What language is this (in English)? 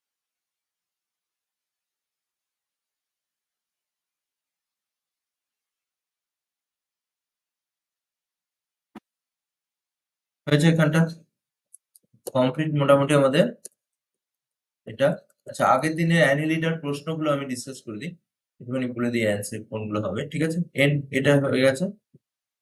Bangla